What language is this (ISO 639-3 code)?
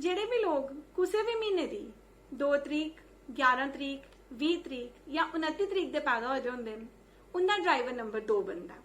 doi